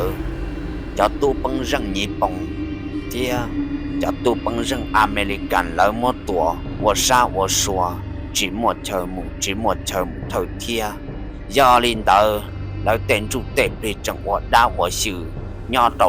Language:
Hmong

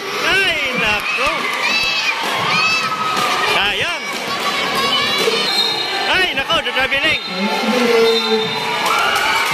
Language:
Filipino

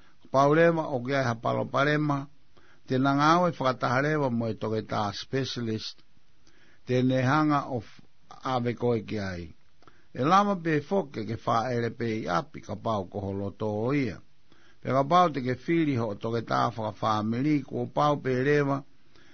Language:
Tongan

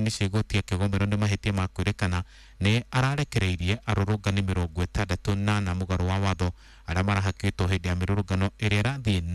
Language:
Kikuyu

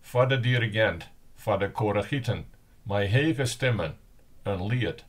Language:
Western Frisian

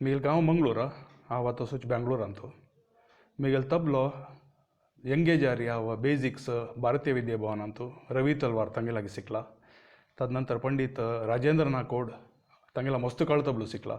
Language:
Konkani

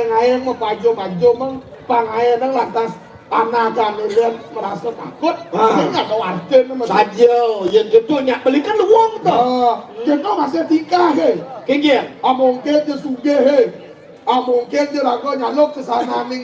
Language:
Balinese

